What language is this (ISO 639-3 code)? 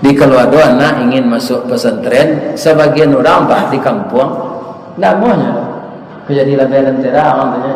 min